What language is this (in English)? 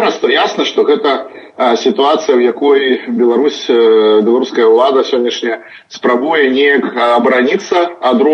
Belarusian